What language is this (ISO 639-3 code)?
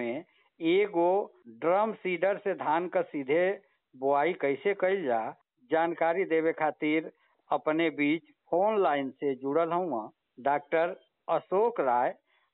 bho